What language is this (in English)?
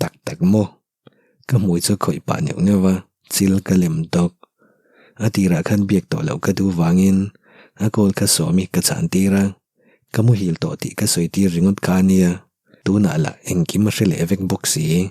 Mizo